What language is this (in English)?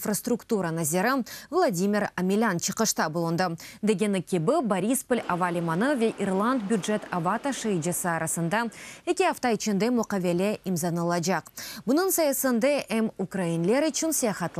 Crimean Tatar